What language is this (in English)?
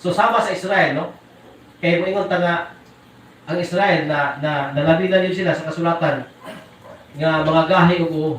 Cebuano